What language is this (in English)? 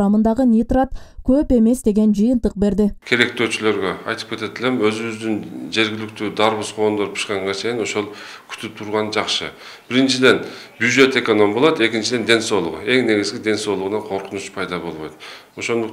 Kyrgyz